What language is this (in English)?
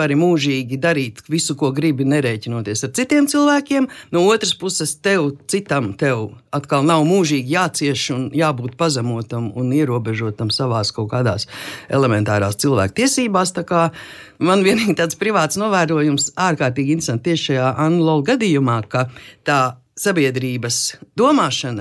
Latvian